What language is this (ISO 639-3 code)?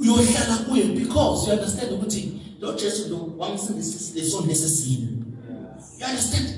zul